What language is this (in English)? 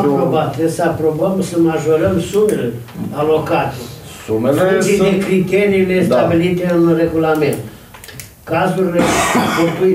Romanian